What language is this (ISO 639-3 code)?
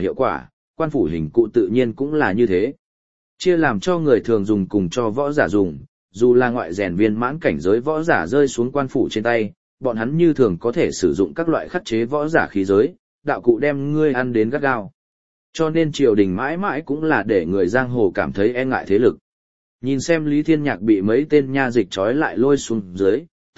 vie